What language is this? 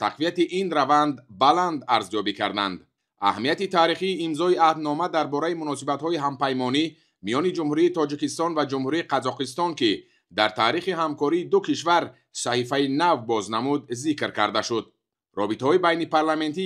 Tajik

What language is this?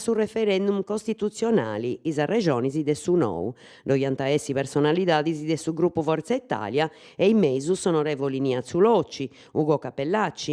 Sardinian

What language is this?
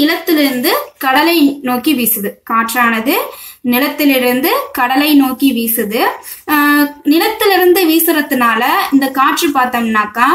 Tamil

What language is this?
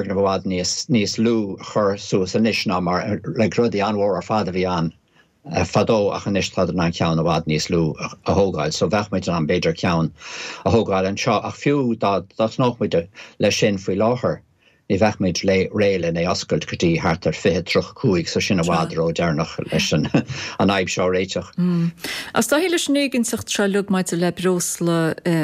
Irish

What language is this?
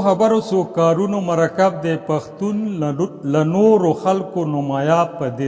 Pashto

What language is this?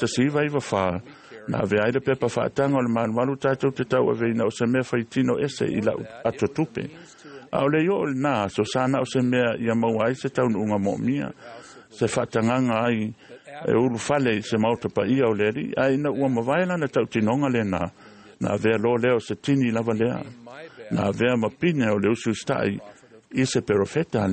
Samoan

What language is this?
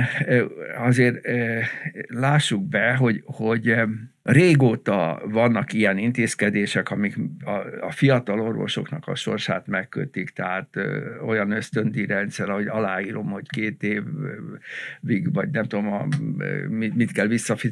Hungarian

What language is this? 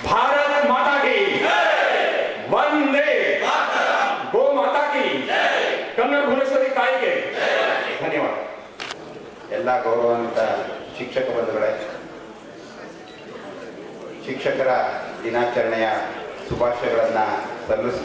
Kannada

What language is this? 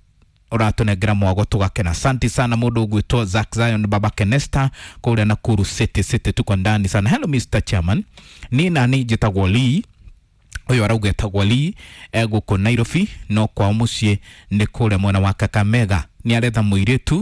Kikuyu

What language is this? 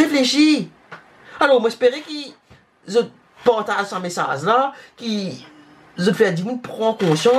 Morisyen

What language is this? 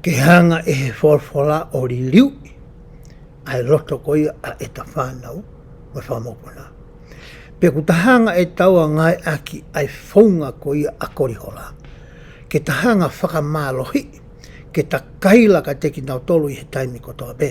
Tongan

